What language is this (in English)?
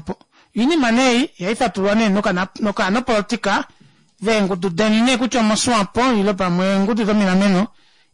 Kuanyama